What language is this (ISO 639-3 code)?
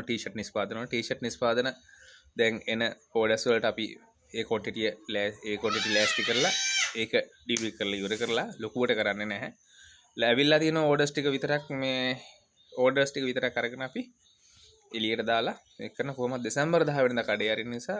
sin